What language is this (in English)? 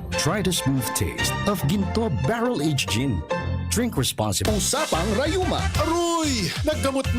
Bikol